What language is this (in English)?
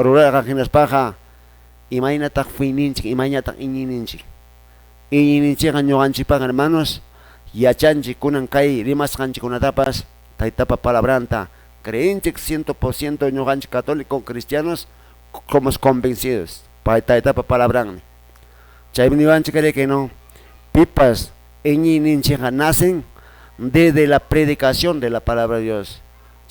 Quechua